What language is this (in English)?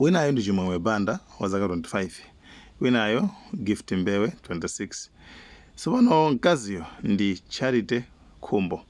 Nyanja